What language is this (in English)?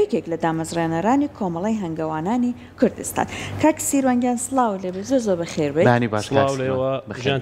Central Kurdish